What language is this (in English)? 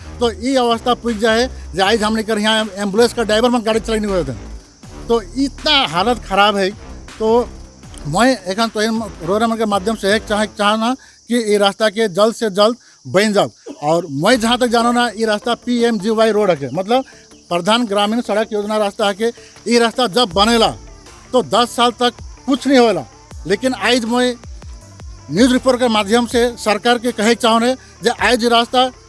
Sadri